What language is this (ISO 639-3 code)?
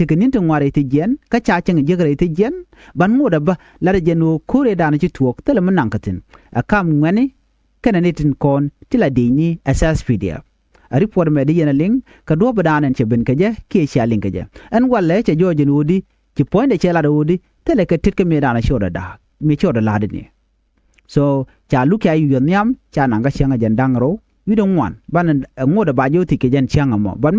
nus